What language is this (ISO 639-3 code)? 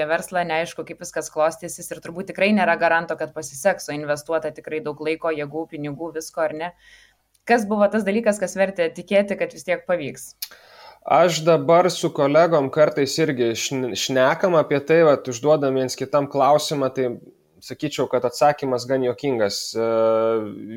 lit